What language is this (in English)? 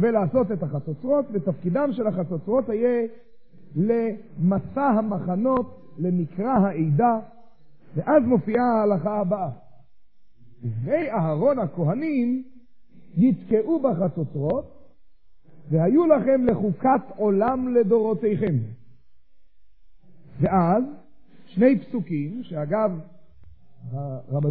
Hebrew